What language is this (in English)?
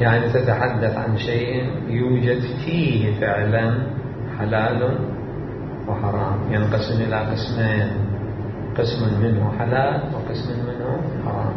Mesopotamian Arabic